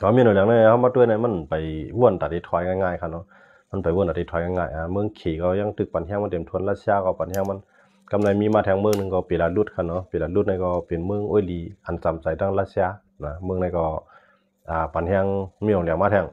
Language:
Shan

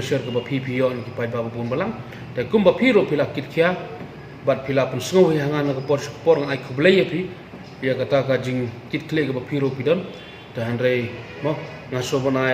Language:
Khasi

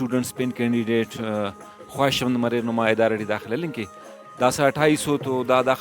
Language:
Brahui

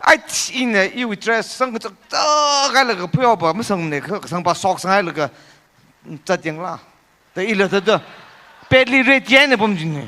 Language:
Tangkhul Naga (India)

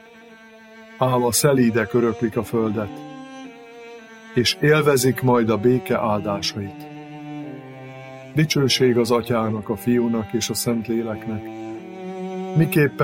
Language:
Hungarian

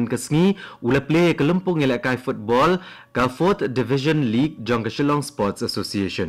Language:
Khasi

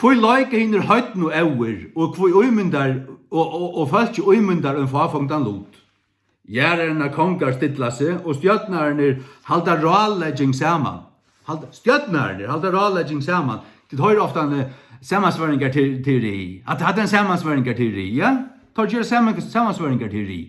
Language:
Faroese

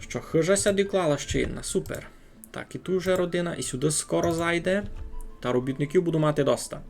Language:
Rusyn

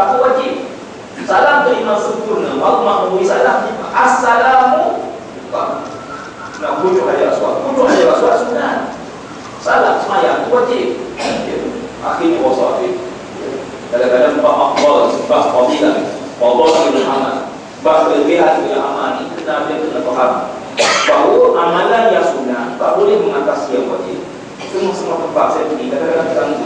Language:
Malay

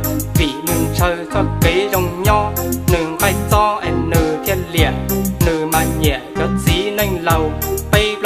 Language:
Hmong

